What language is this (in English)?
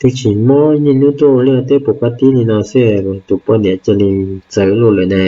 Hmong